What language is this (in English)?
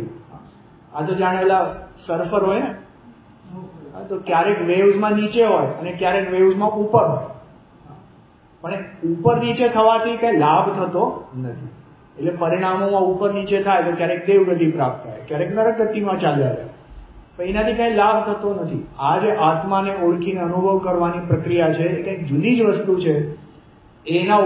Gujarati